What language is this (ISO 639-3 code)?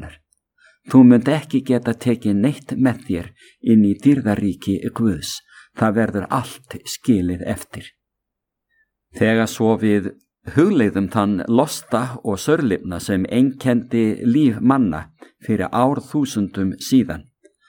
isl